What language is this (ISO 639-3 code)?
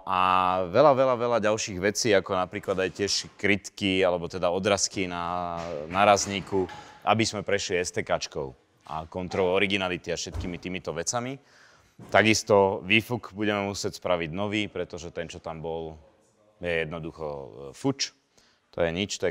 slk